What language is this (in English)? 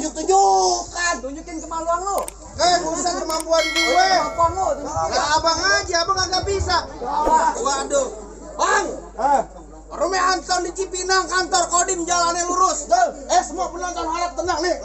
Betawi